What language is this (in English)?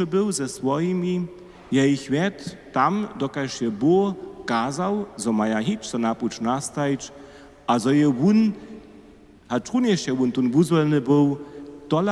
Upper Sorbian